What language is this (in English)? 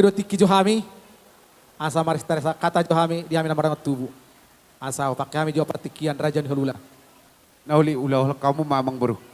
Batak Toba